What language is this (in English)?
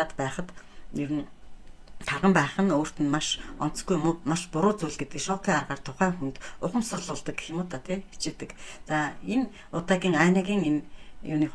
Mongolian